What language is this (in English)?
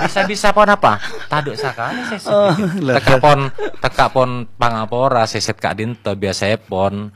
Madurese